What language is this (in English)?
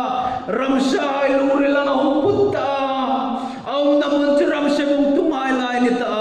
Hmar